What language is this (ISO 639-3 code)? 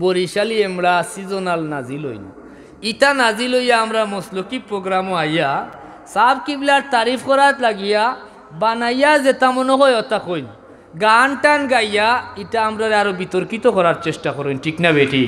syl